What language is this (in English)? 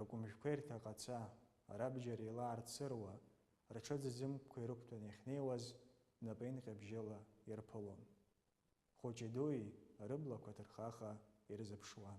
Abkhazian